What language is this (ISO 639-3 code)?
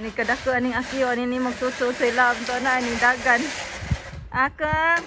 ceb